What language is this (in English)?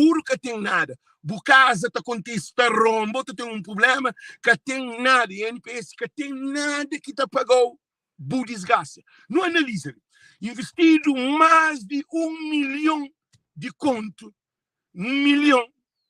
Kabuverdianu